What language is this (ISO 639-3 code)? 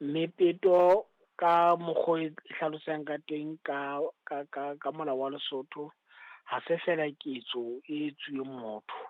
sot